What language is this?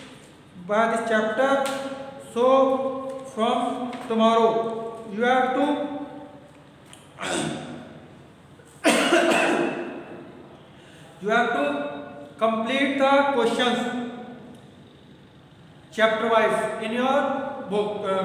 Hindi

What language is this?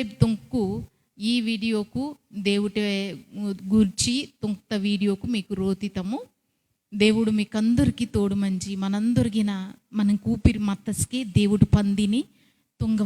Koya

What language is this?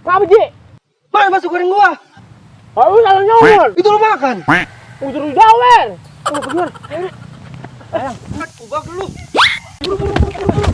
Betawi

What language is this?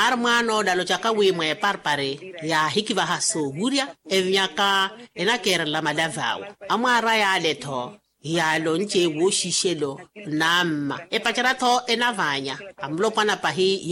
Makhuwa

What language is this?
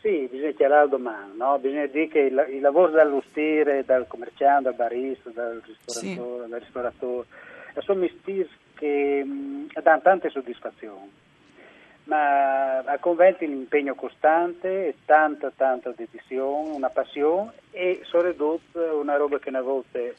Friulian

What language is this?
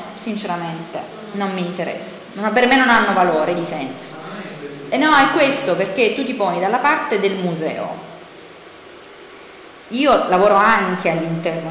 Italian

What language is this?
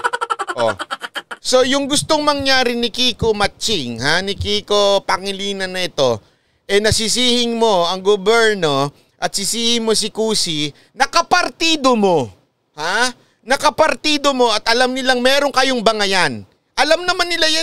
Filipino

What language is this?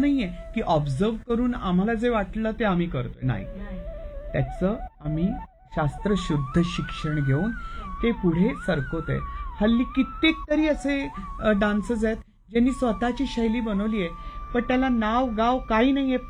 Marathi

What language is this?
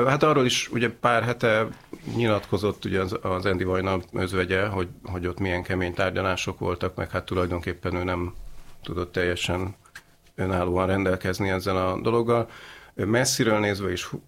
Hungarian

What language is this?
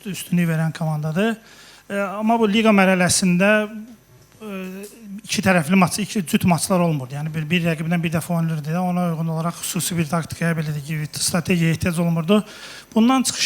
Azerbaijani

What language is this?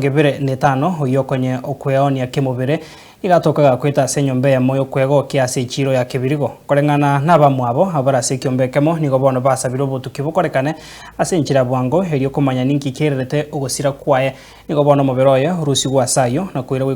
Gusii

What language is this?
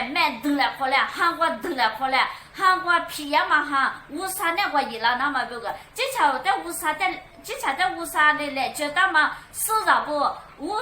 Lisu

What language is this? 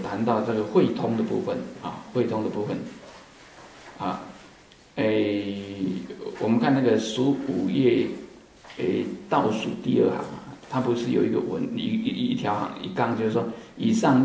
Chinese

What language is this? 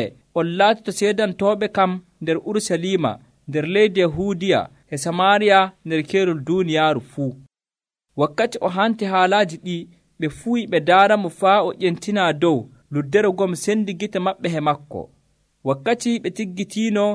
Nigerian Fulfulde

